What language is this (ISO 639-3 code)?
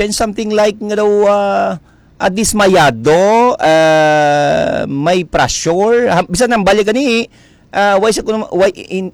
hil